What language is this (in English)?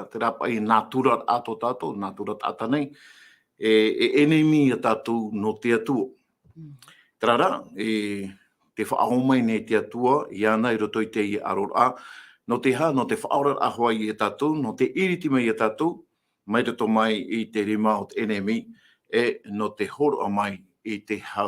Tahitian